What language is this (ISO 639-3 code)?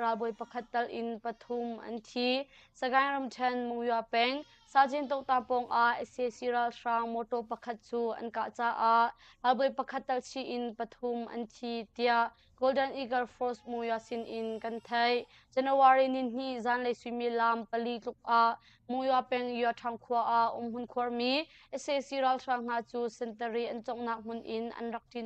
cnh